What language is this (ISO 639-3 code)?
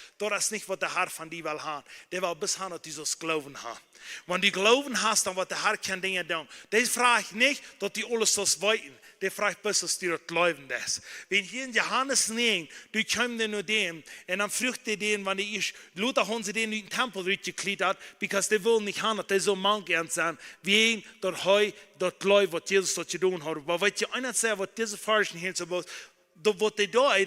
pdt